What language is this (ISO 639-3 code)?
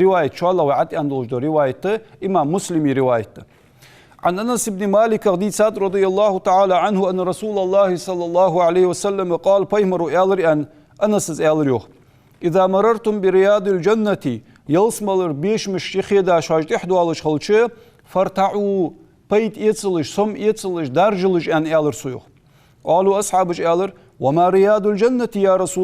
inh